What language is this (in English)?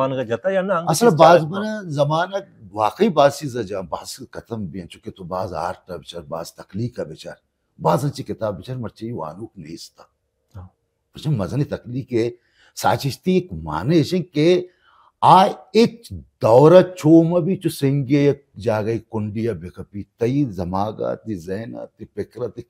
Baluchi